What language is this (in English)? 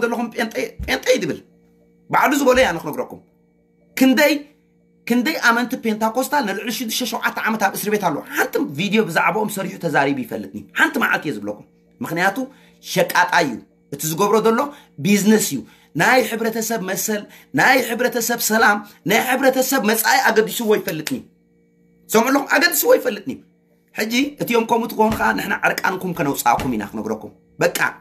Tigrinya